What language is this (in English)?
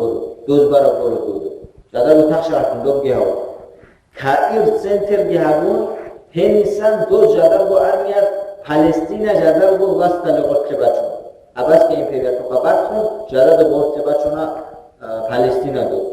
Avaric